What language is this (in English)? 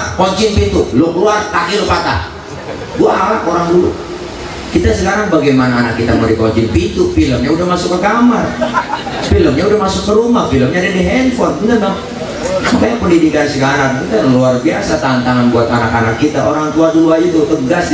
Betawi